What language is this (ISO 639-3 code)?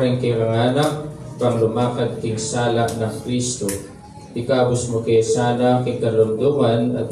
pam